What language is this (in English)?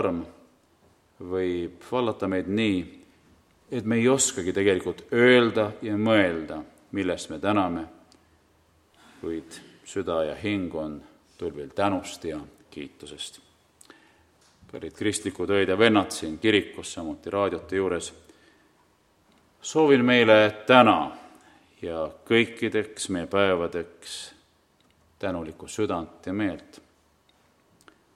Estonian